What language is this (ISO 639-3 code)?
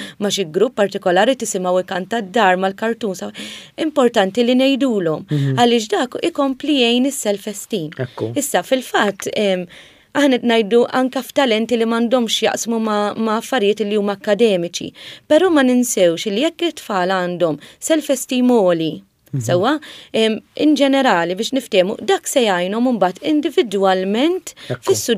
mlt